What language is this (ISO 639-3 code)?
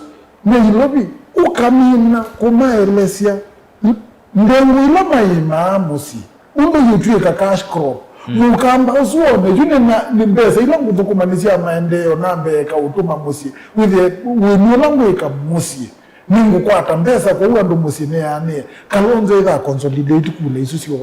kam